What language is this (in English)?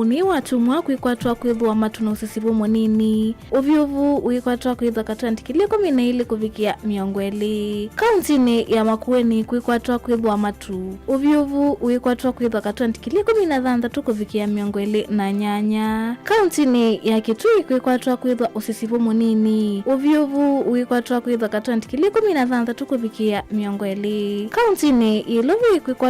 Kamba